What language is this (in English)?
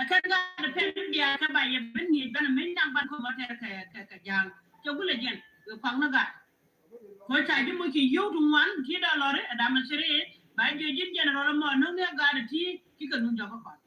Nuer